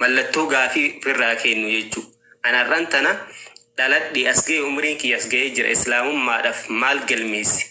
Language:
Oromo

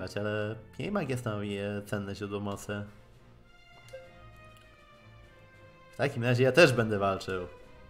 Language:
Polish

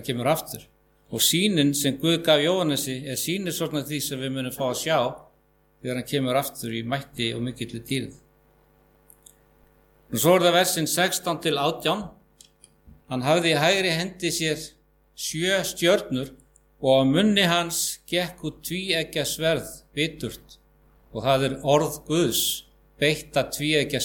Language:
Icelandic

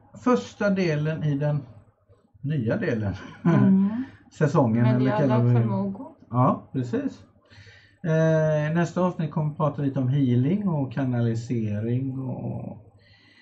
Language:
Swedish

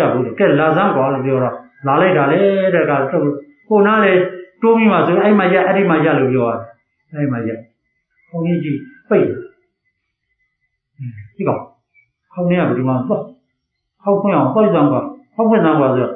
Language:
Burmese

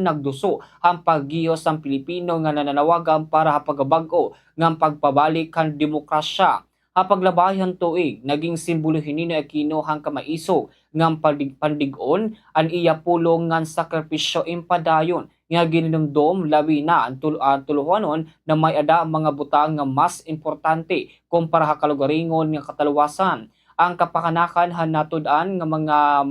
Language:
Waray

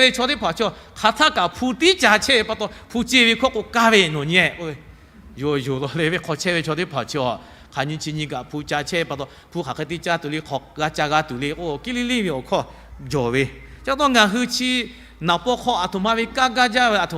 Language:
Lahu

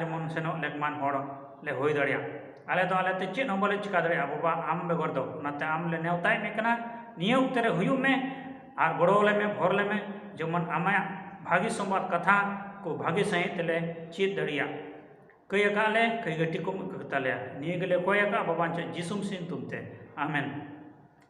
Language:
Santali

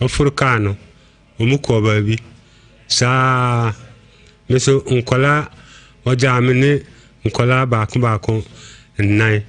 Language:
Akan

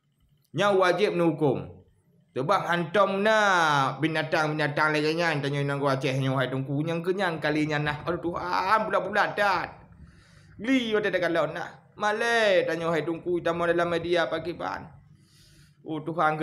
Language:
Achinese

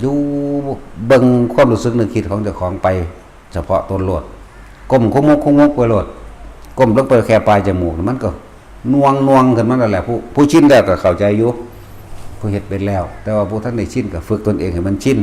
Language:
Northeastern Thai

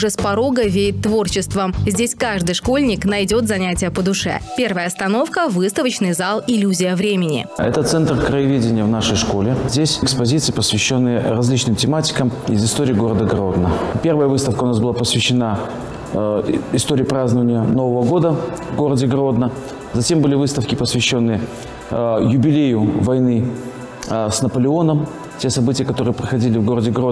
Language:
Russian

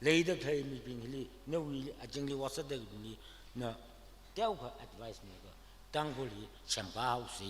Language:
Tangkhul Naga (India)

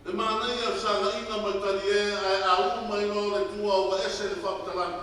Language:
Samoan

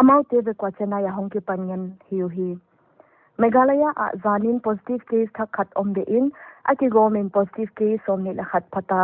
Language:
Paite Chin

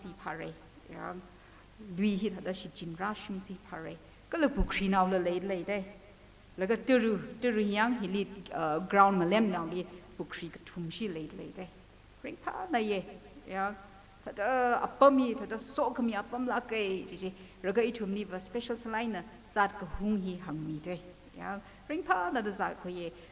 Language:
Tangkhul Naga (India)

